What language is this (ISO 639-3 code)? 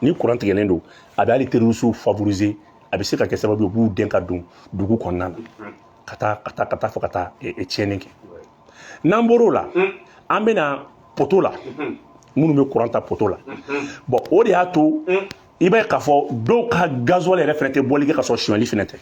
bam